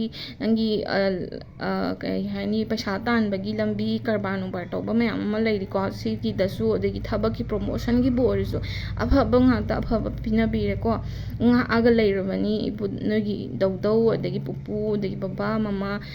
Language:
Manipuri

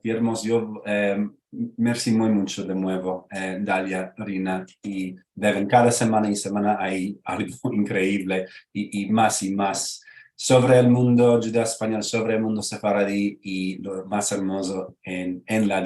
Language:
Ladino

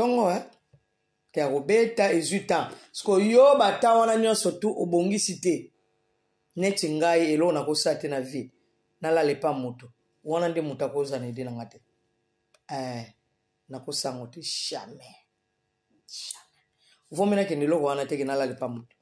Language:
Lingala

